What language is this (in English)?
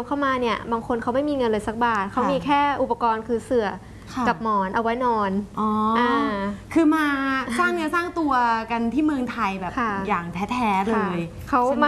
Thai